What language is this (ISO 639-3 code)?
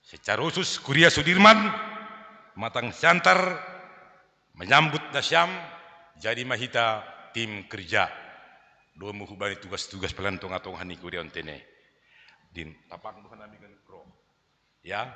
bts